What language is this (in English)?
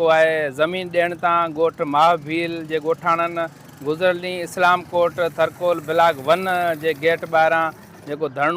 Sindhi